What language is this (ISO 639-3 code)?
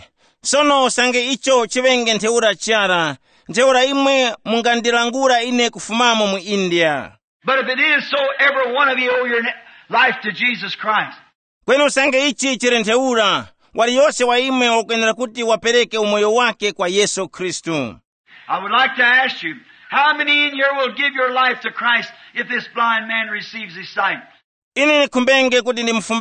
tum